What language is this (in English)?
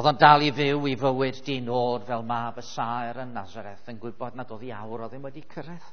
Welsh